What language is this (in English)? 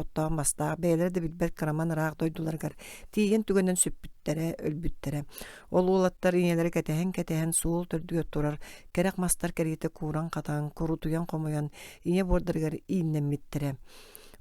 Yakut